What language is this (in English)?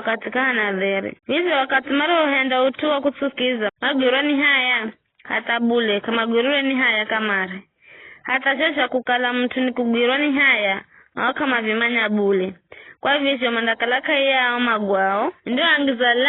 Giryama